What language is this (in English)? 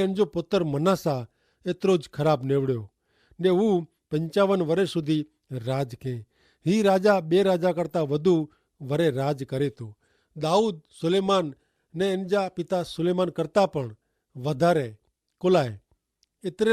Kachhi